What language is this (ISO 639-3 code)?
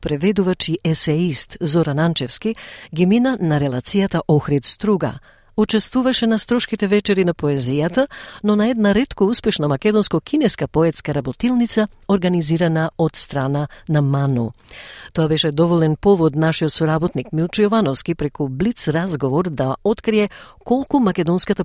mkd